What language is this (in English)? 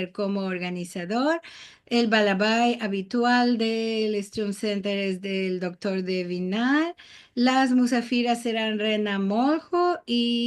Ladino